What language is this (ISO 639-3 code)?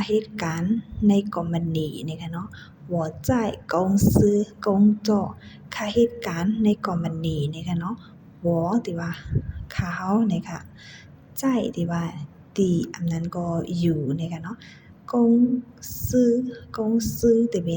shn